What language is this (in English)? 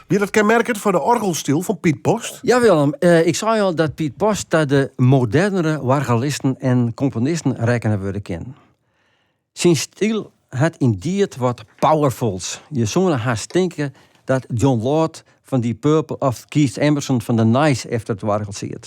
Western Frisian